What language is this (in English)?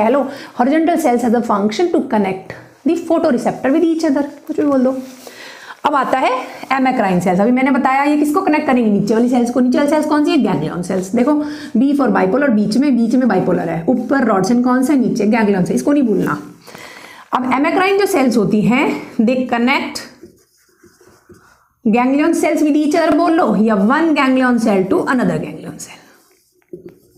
Hindi